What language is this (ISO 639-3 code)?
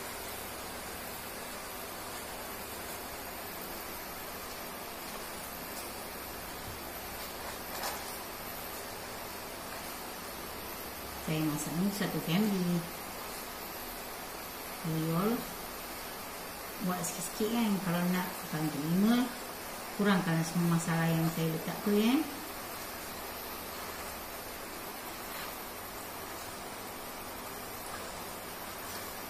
msa